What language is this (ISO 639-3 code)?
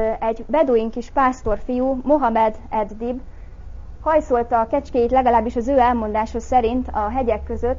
hun